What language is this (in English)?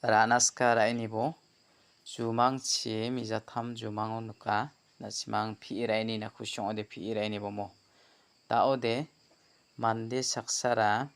Garo